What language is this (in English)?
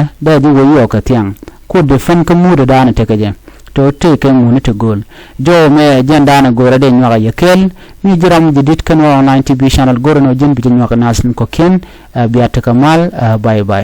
Nuer